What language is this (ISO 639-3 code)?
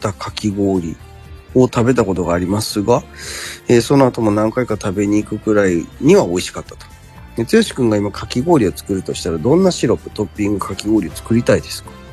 jpn